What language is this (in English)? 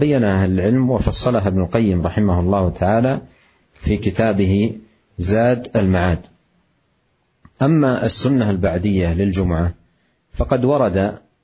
Arabic